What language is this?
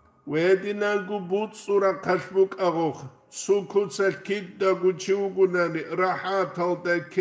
Avaric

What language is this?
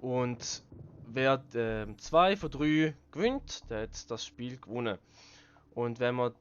Swiss German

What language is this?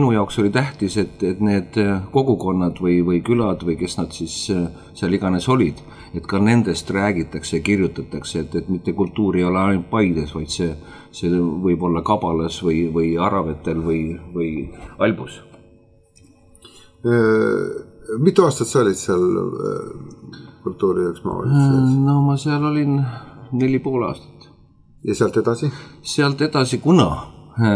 Estonian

